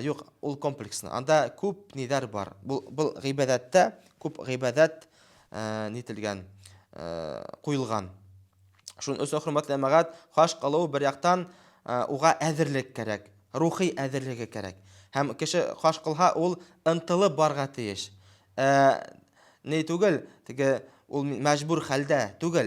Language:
Bashkir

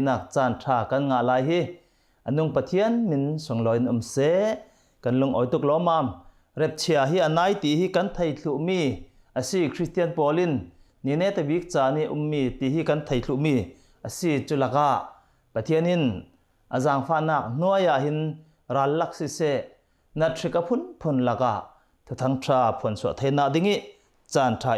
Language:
Hakha Chin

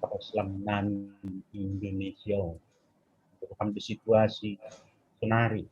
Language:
Batak Simalungun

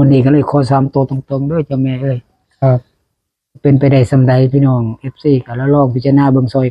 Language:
Northeastern Thai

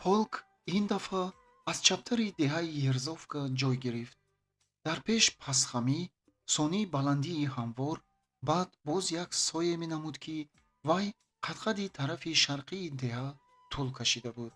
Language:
Tajik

